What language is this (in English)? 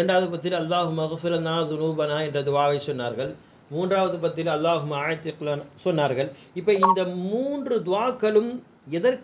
Tamil